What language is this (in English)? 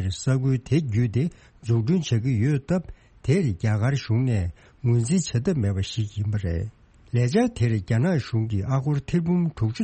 Tibetan